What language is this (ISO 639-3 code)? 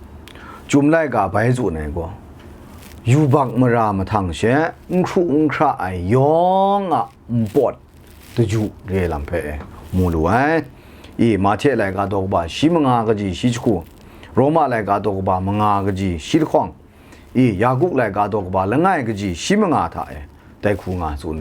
kac